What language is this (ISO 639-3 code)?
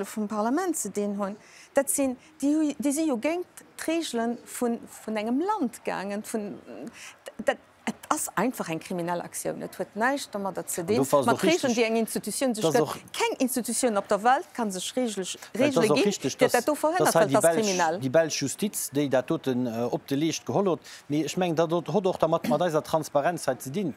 ltz